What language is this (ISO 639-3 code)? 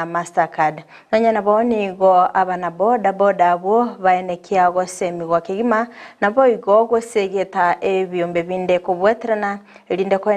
guz